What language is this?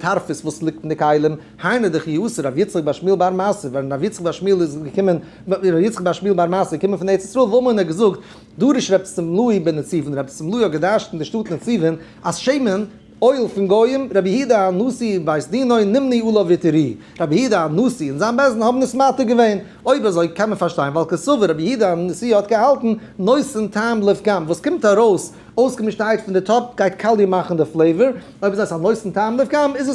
Yiddish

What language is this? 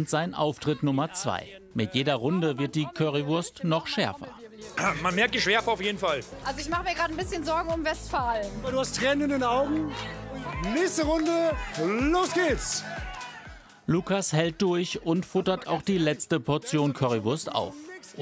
German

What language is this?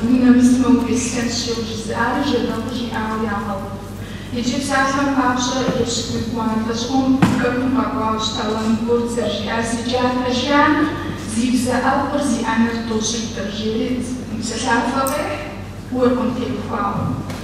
Kabardian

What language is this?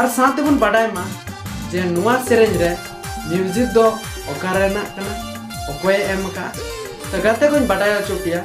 Santali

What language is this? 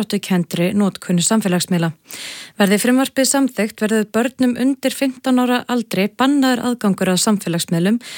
Icelandic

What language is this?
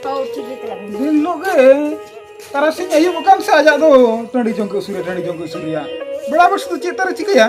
Santali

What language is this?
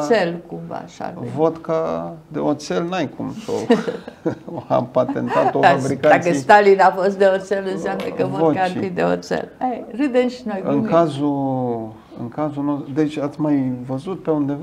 Romanian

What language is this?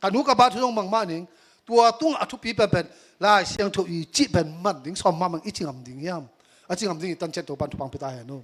Tedim Chin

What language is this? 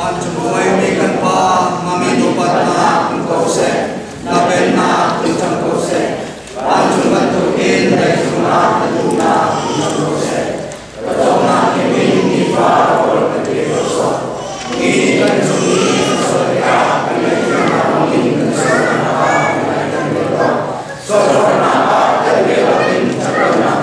Hakha Chin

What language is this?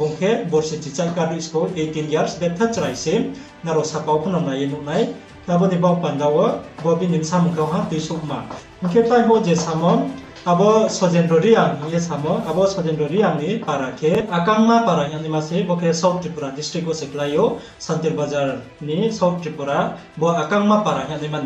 Riang (India)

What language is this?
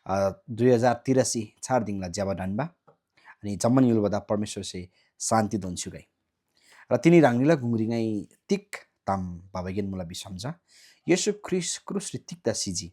Eastern Tamang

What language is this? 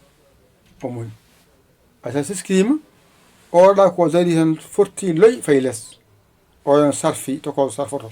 Fula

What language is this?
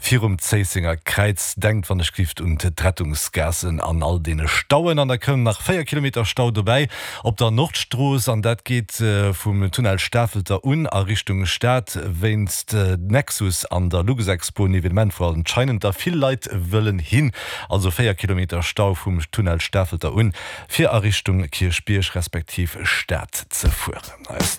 Luxembourgish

